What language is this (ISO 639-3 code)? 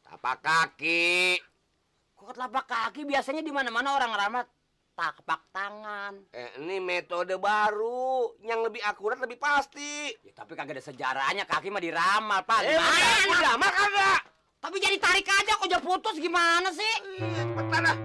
bew